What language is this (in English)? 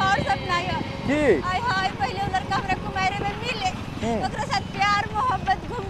Maithili